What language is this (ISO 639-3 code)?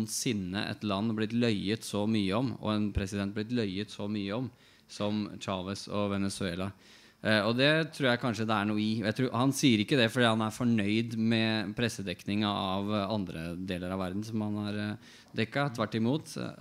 nor